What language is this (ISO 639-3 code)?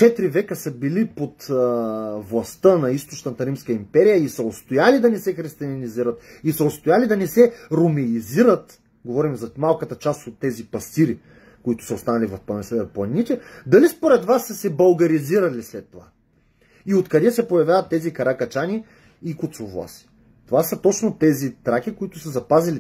bul